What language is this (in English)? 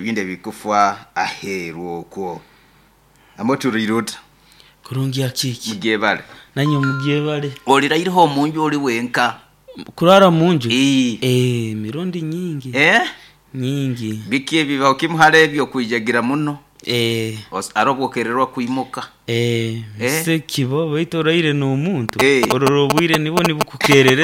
Nyoro